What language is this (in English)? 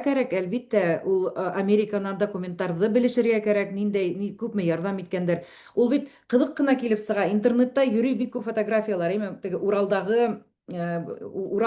Bashkir